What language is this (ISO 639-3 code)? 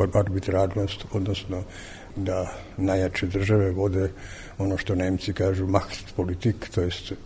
srp